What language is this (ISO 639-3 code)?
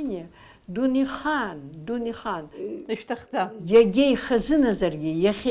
abk